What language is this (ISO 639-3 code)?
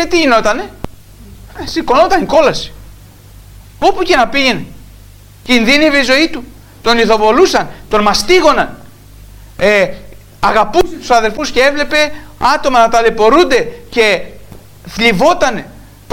ell